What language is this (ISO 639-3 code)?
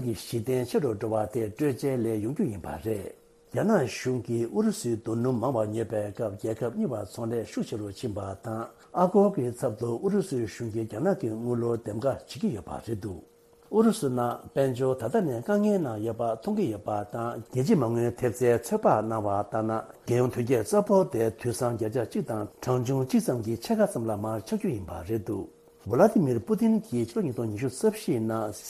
bod